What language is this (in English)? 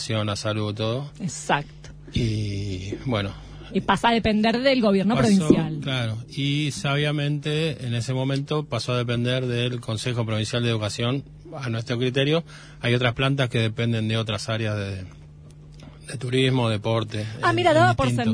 Spanish